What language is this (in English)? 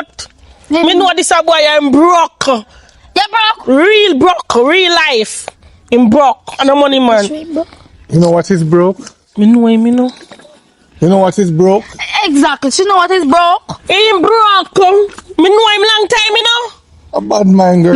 Jamaican Creole English